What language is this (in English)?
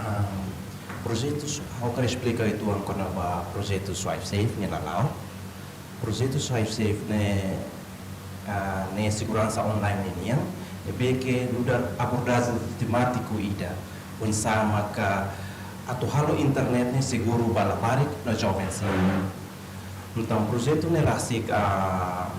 Tetum